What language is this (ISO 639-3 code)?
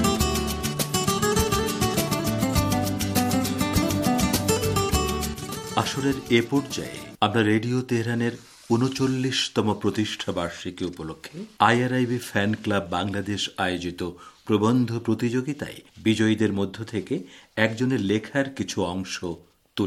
ben